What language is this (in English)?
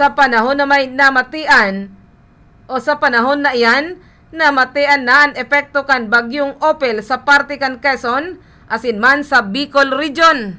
Bikol